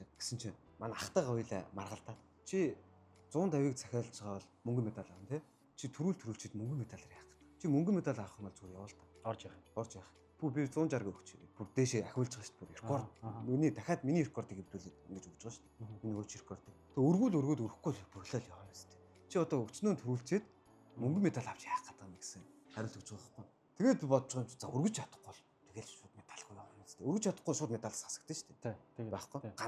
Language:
Mongolian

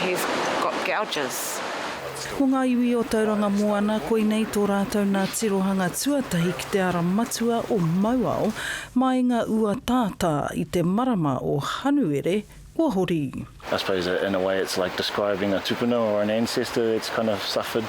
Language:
Māori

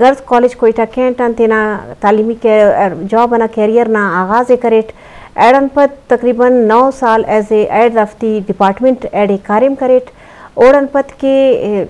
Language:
Eastern Balochi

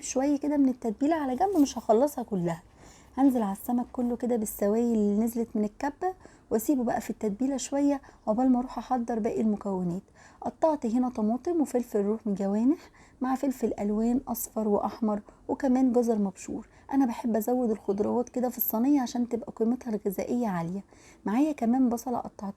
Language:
Egyptian Arabic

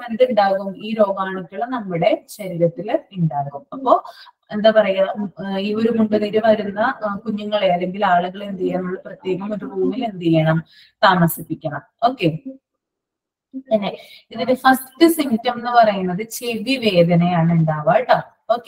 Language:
Malayalam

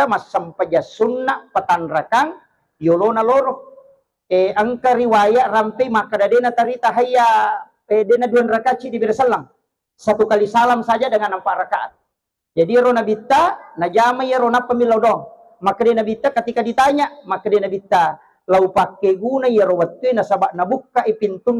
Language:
Buginese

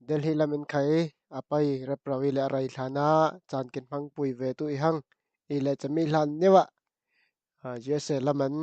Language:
Falam Chin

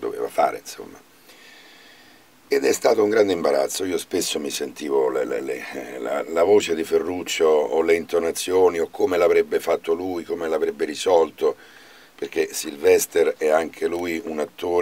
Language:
Italian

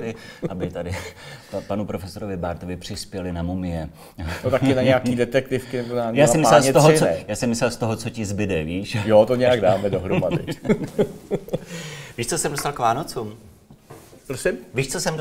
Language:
Czech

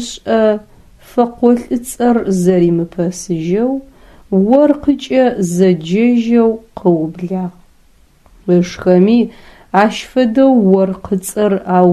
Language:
Adyghe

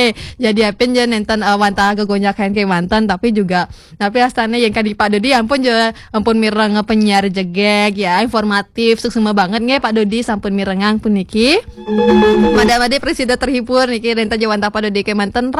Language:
Balinese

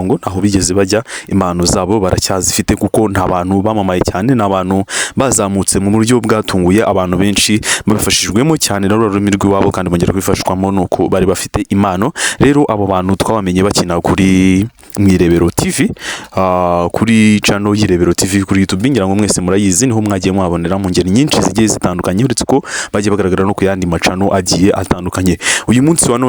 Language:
Kinyarwanda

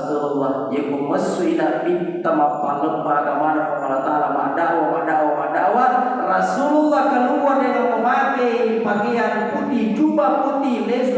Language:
Buginese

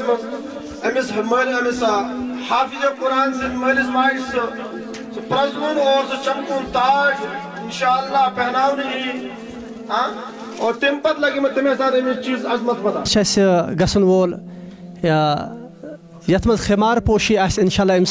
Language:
Kashmiri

